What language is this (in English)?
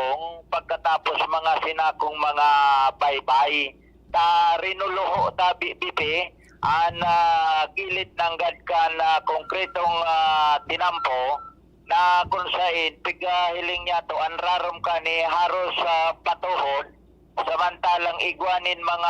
Bikol